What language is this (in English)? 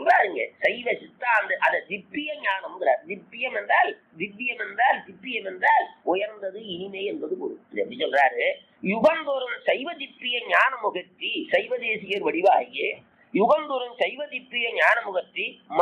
Tamil